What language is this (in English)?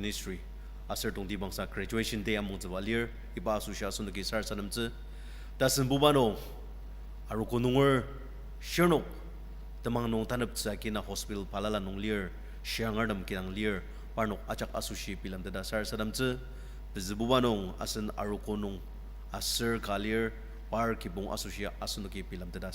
Ao Naga